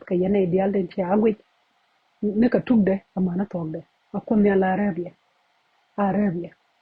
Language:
Nuer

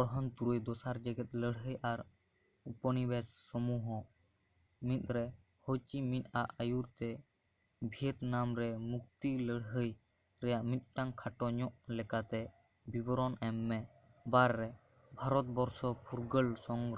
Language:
Santali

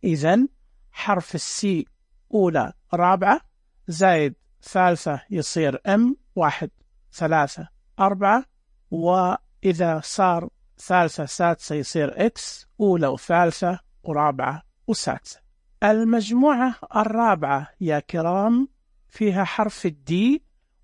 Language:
Najdi Arabic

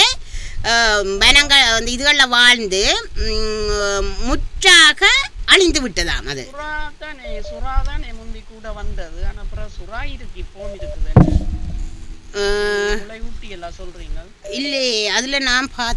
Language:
Tamil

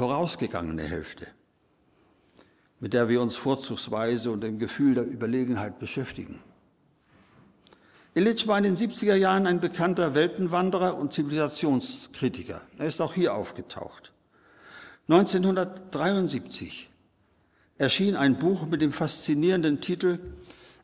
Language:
German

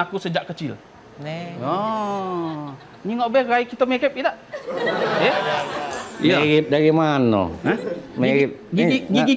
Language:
Musi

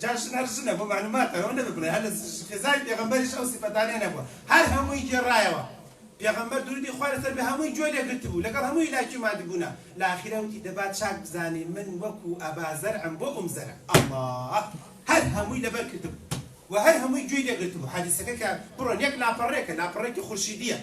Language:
Central Kurdish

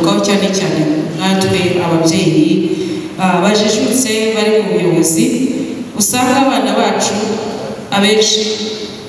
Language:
Kinyarwanda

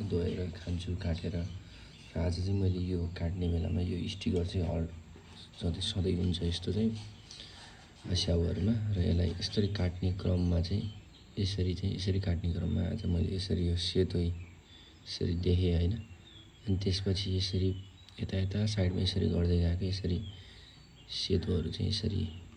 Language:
Nepali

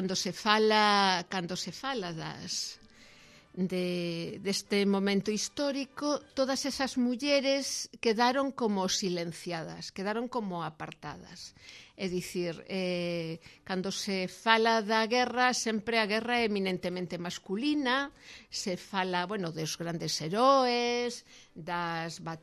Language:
Galician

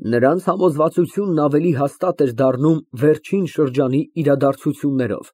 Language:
Armenian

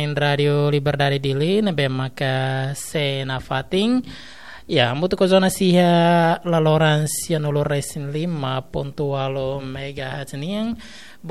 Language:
Tetum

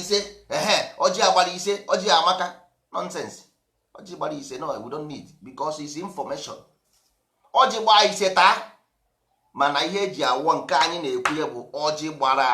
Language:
Igbo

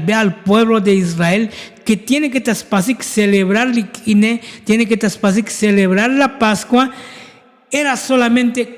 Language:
Tzotzil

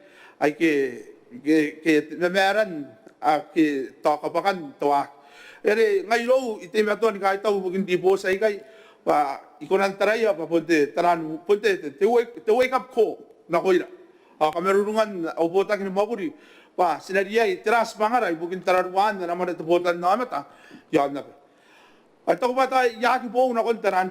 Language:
Gilbertese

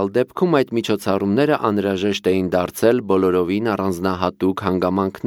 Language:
Armenian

